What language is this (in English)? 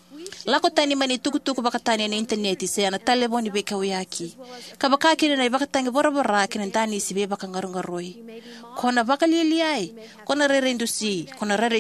Fijian